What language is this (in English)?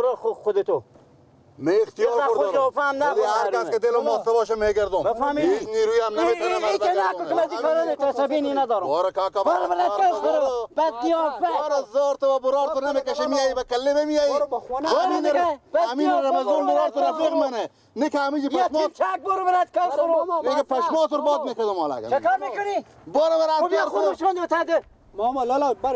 Persian